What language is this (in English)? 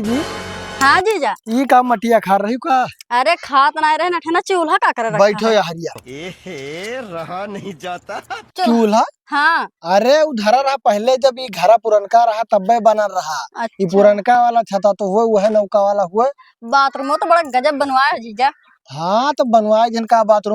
Awadhi